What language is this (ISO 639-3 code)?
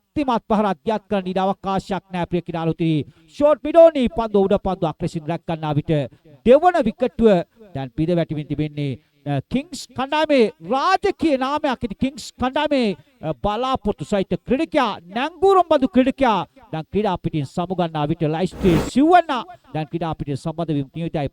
sin